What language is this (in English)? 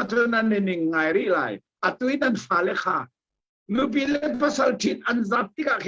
Hakha Chin